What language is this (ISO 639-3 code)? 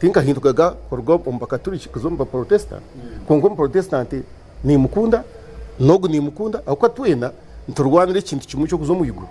nyn